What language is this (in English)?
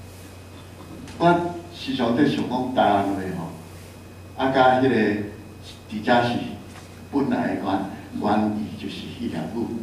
Min Nan Chinese